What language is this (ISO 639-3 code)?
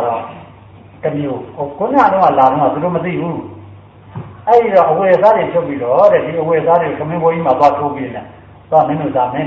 mya